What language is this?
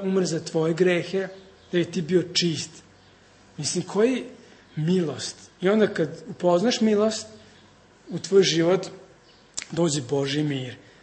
Serbian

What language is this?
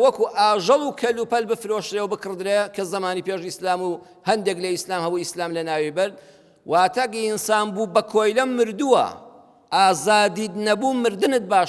Central Kurdish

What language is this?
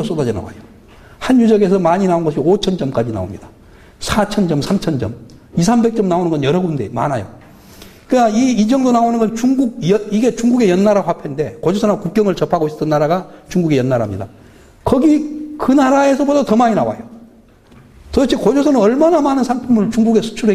Korean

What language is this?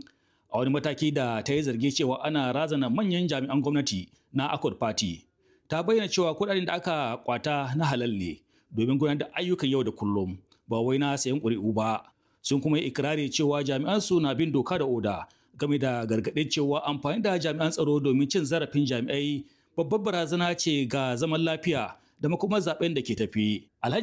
Hausa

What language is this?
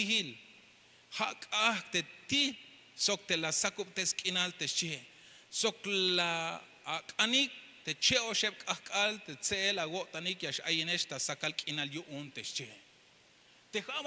Tzeltal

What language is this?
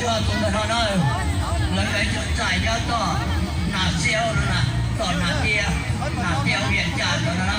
Hmong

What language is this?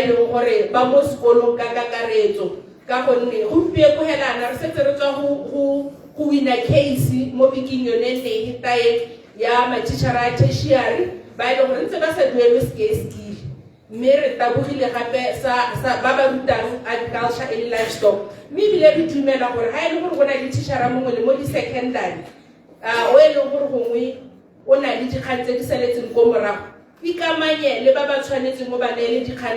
Tswana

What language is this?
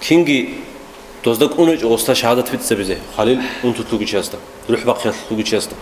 Avaric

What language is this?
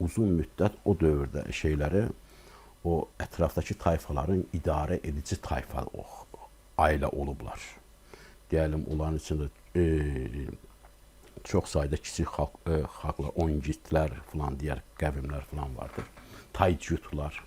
Azerbaijani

